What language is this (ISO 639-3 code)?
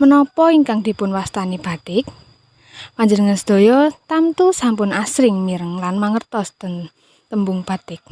jav